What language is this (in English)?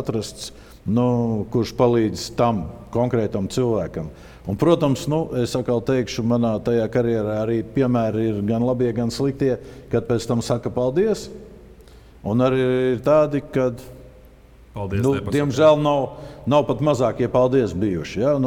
Latvian